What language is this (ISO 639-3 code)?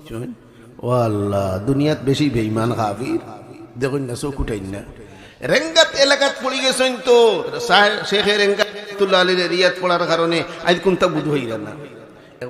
syl